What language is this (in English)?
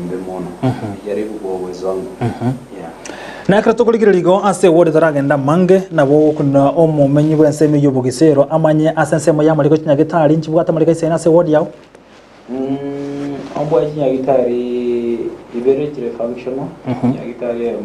Gusii